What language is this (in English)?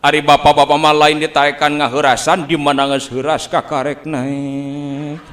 Sundanese